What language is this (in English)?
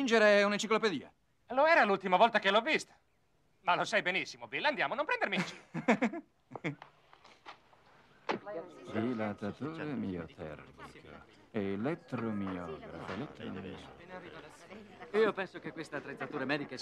Italian